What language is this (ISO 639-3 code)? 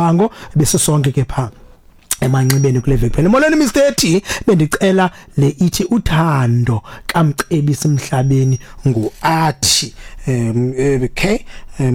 xho